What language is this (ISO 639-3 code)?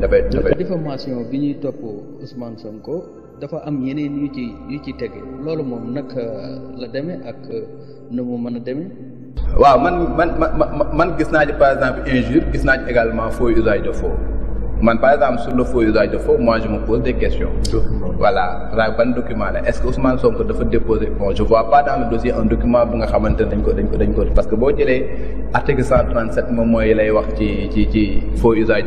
wol